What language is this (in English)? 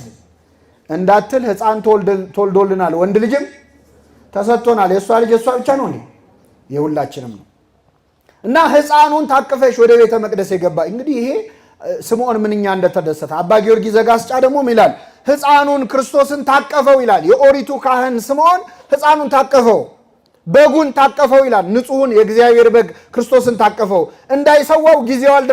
Amharic